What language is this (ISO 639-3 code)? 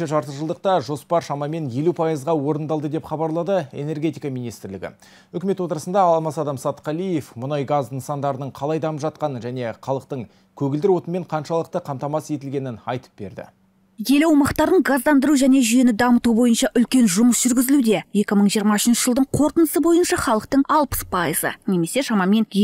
kaz